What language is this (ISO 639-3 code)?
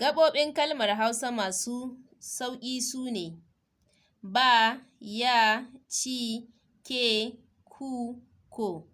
hau